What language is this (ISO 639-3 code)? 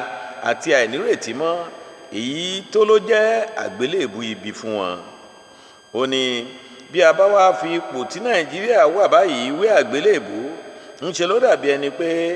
yor